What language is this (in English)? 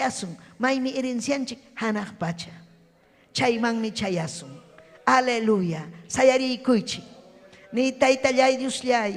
Ayacucho Quechua